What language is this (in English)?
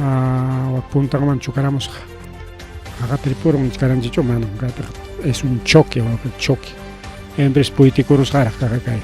Ayacucho Quechua